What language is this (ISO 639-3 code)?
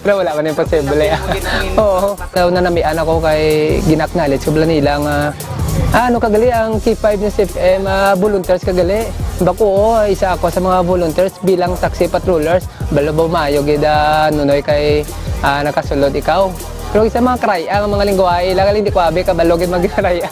hil